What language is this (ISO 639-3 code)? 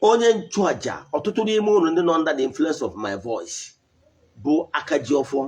ibo